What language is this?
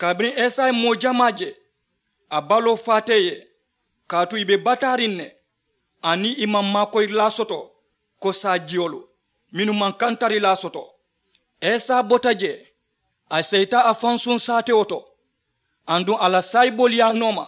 Mandingo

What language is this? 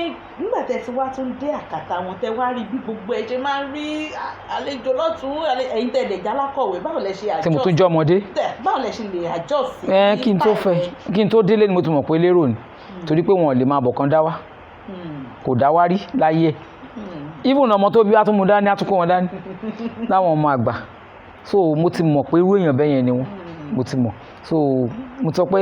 Yoruba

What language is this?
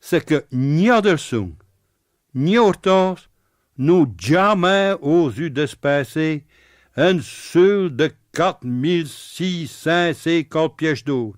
Picard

